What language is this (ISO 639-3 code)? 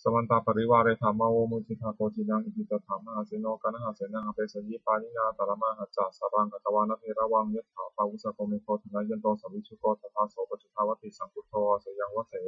pli